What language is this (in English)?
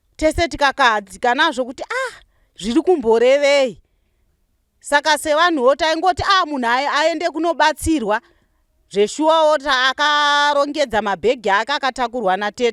Shona